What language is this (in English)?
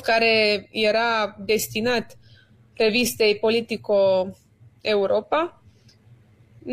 Romanian